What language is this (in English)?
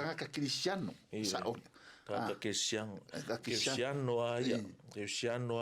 Samoan